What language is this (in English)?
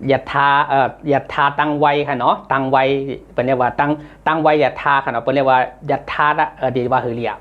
Shan